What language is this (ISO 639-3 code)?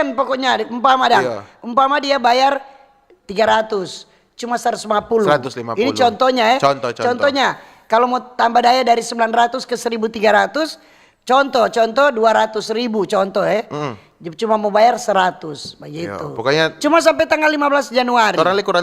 xmm